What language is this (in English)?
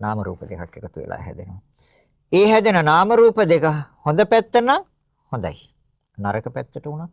Sinhala